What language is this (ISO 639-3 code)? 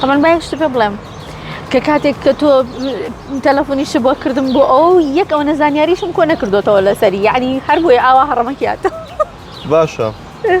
ckb